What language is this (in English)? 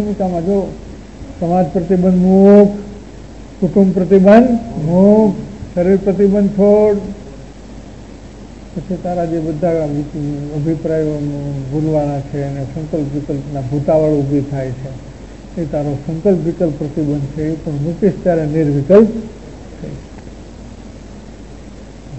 Gujarati